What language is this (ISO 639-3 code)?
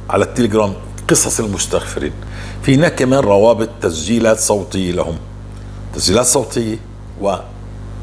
apc